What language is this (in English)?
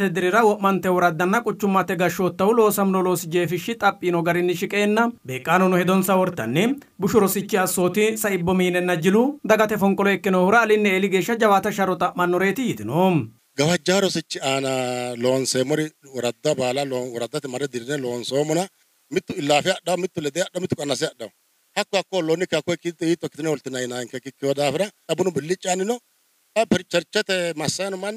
Sidamo